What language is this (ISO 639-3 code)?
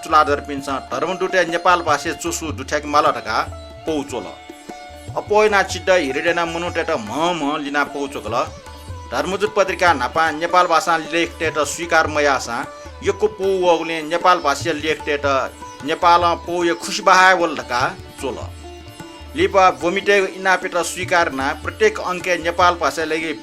new